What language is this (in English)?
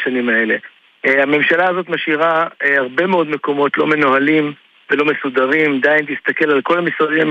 Hebrew